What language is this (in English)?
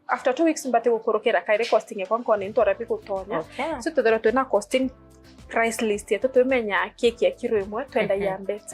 Meru